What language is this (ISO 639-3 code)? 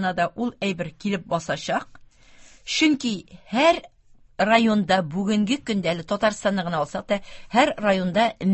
tat